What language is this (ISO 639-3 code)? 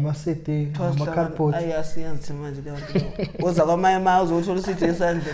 zul